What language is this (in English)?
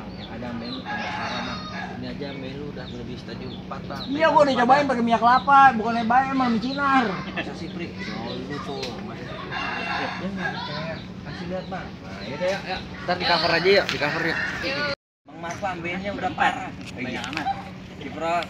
Betawi